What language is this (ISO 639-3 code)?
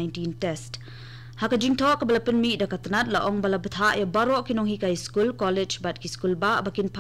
kha